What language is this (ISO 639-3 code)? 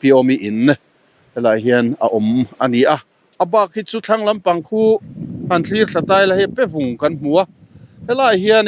lus